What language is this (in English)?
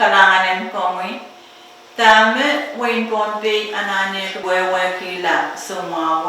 Pohnpeian